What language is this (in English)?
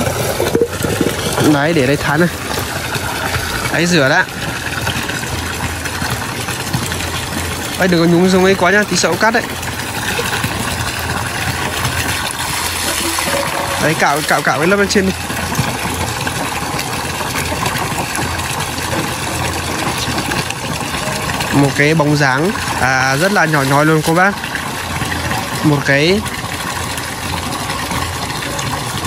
Vietnamese